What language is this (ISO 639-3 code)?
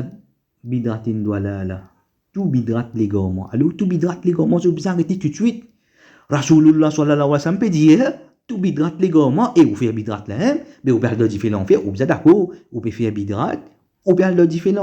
mfe